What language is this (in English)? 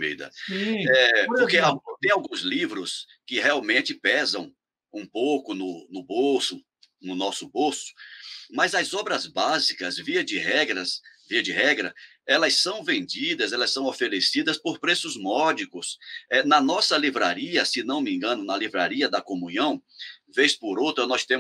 Portuguese